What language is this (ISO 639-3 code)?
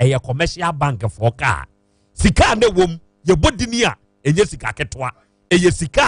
aka